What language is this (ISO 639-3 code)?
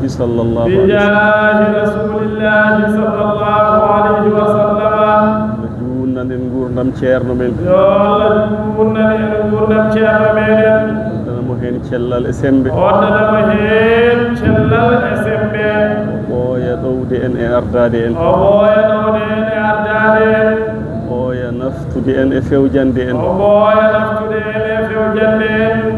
ful